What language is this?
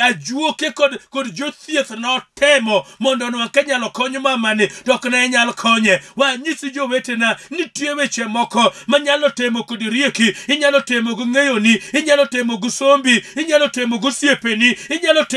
Luo (Kenya and Tanzania)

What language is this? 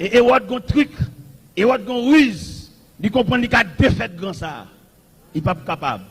Haitian Creole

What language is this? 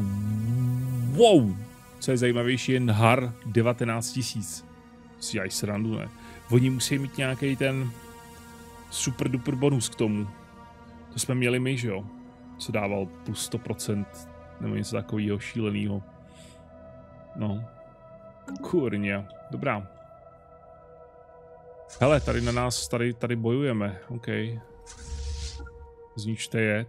Czech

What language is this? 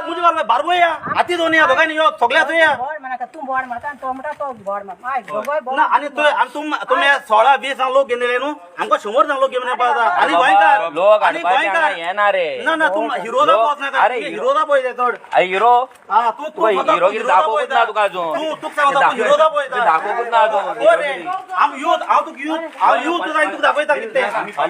Konkani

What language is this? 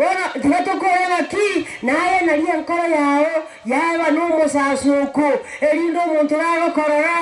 Gusii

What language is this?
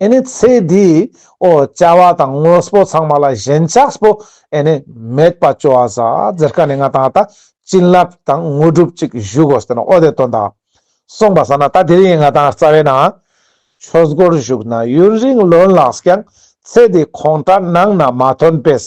Ladakhi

